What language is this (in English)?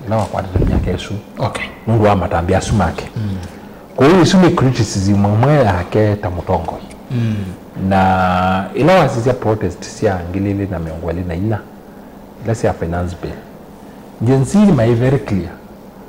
Kamba